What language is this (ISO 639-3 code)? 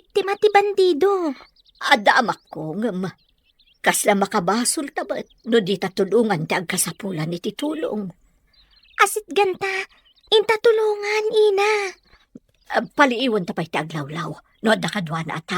ilo